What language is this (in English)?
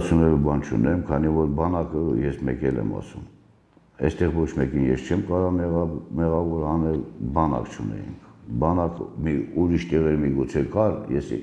Armenian